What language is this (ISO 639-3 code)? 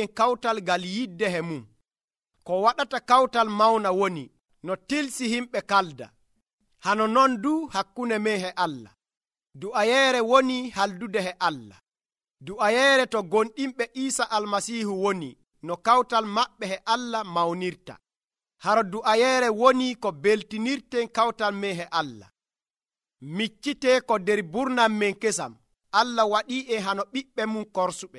fuv